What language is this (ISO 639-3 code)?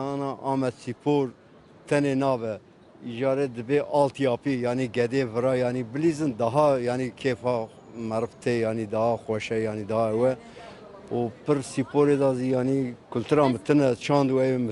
kur